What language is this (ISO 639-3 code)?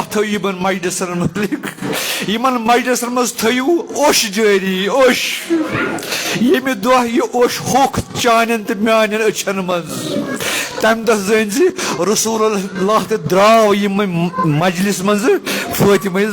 kas